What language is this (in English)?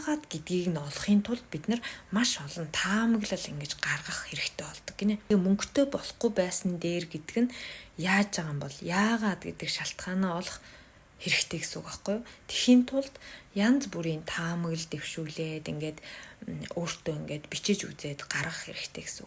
Mongolian